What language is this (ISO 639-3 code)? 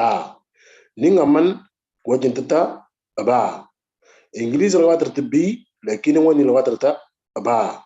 mor